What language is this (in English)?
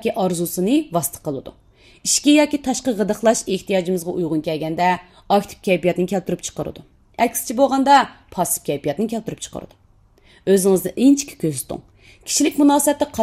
Uyghur